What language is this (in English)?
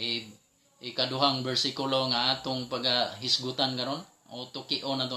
Cebuano